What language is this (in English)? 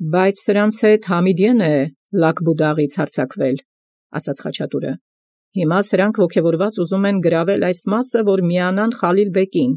Armenian